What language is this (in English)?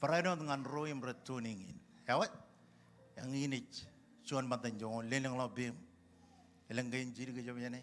Marshallese